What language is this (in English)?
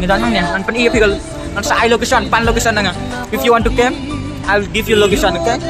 Khasi